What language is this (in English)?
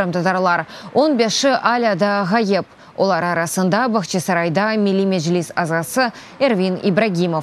Crimean Tatar